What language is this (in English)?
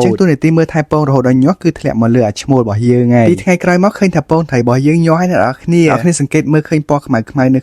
Khmer